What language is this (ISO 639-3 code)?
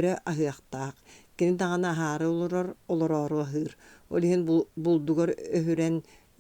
sah